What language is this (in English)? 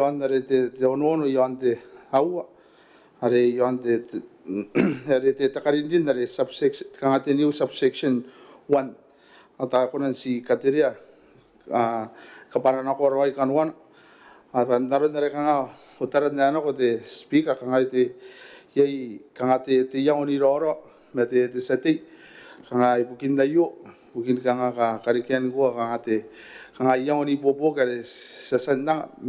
Gilbertese